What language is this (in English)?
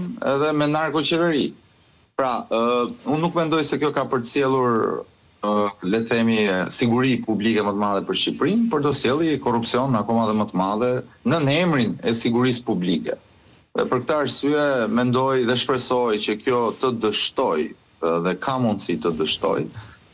Albanian